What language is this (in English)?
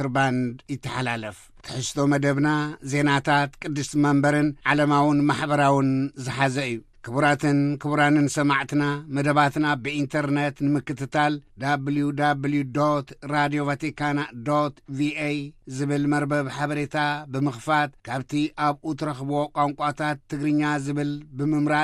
Tigrinya